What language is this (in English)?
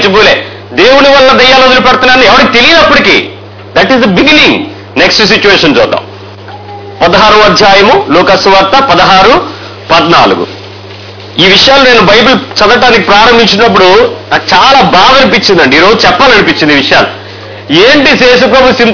Telugu